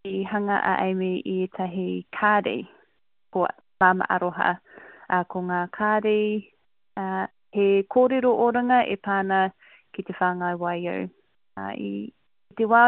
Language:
Māori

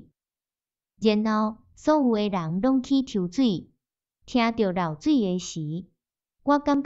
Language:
Min Nan Chinese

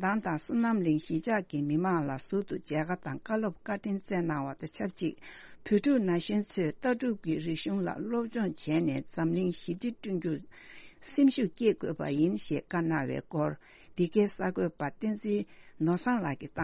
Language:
Tibetan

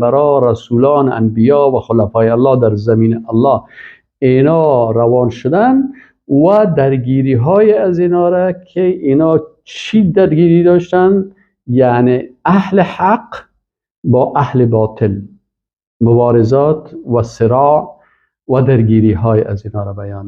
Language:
Persian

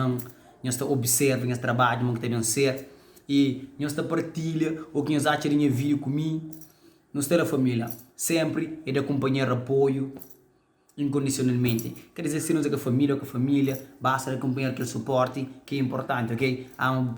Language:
Kabuverdianu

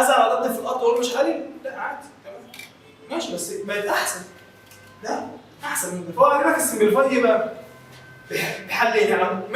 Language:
Egyptian Arabic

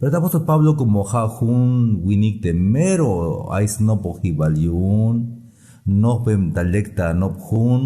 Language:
Tzeltal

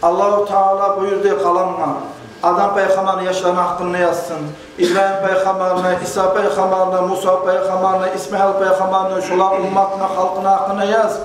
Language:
Kumyk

